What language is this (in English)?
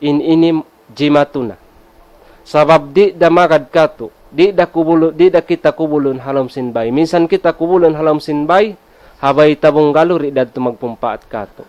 Tausug